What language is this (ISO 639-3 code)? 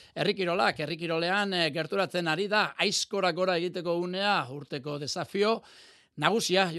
eus